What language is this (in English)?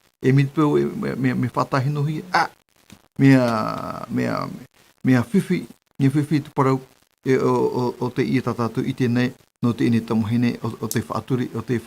Tahitian